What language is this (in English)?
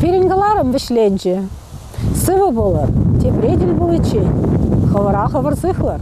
Chuvash